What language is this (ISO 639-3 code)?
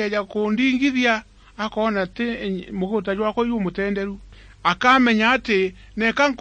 mer